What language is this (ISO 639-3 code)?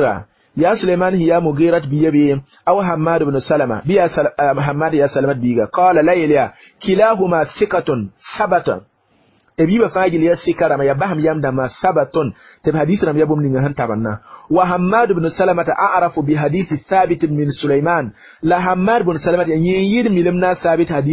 mos